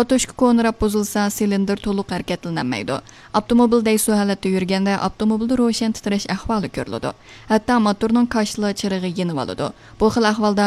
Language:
Uyghur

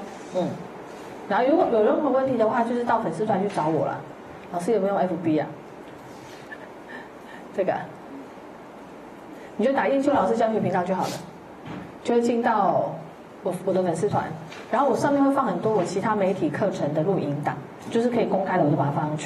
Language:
Chinese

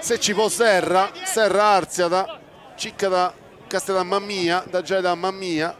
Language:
Sardinian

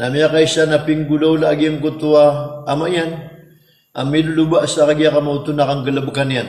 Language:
Maranao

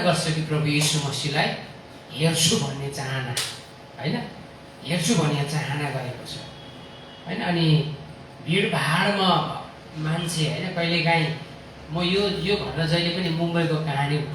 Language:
Nepali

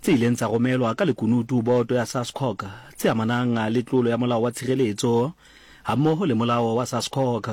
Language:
Southern Sotho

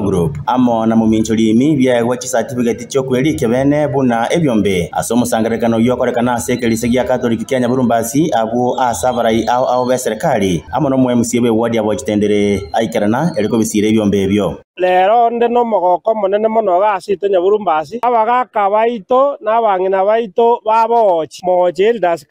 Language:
Gusii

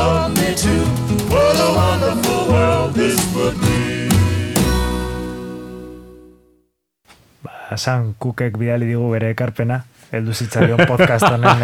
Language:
Basque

